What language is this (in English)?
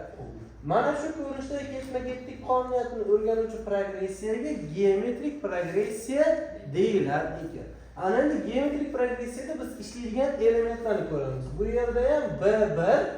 Uzbek